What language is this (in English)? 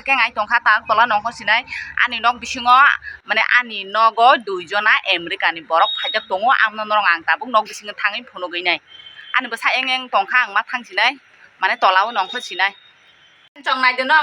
Kok Borok